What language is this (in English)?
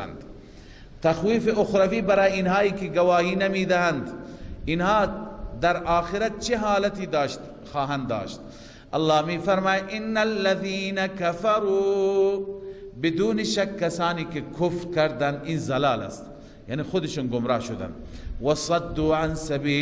Persian